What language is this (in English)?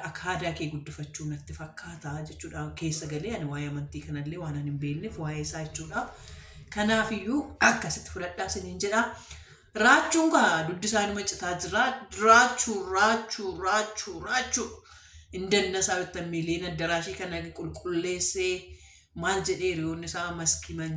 Oromo